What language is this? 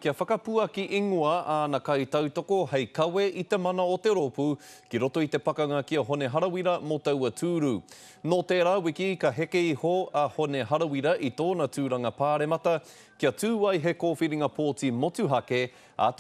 Māori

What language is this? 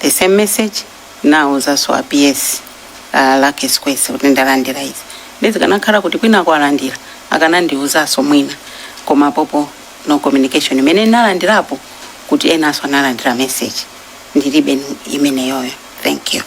Nyanja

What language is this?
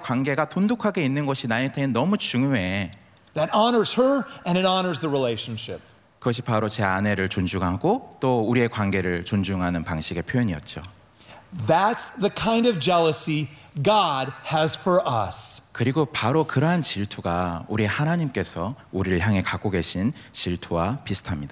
Korean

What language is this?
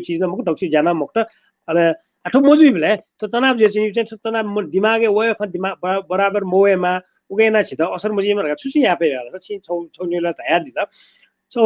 Newari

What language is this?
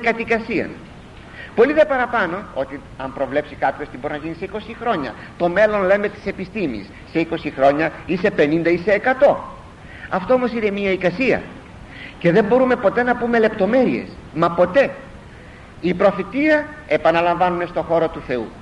Greek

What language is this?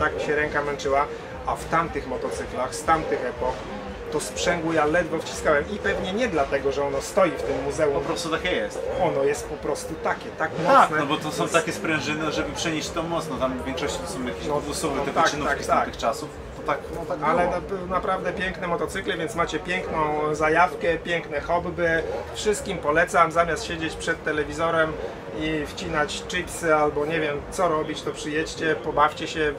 Polish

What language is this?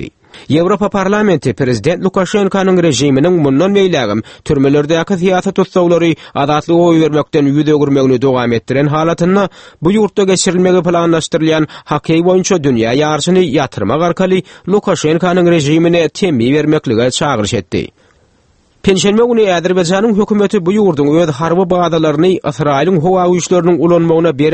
Turkmen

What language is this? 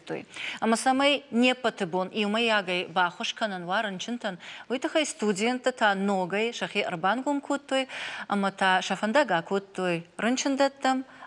Ossetic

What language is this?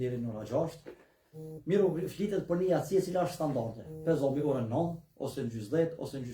Albanian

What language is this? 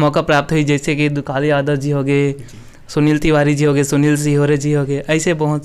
Chhattisgarhi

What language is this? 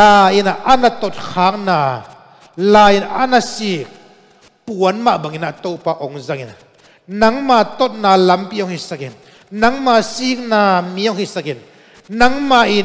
Tedim Chin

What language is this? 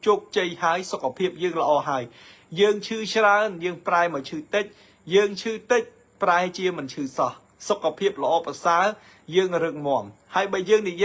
Khmer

